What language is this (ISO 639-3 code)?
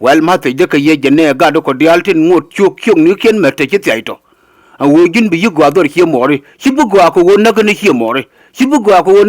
nus